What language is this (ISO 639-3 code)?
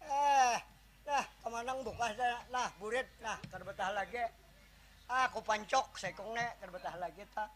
bjn